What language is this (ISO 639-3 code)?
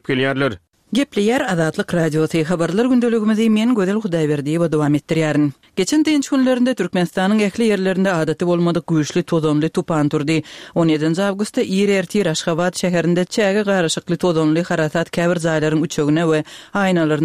tuk